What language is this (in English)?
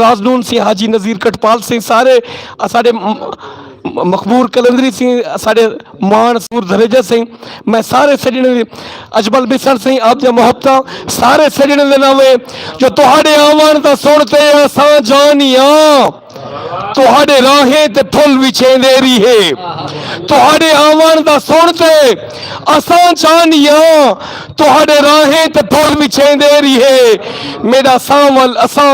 Saraiki